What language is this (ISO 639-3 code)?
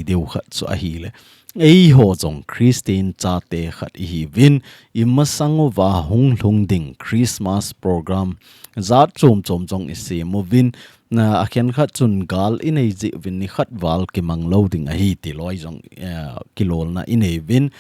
tcz